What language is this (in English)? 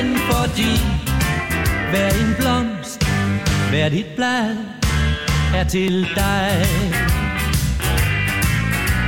Danish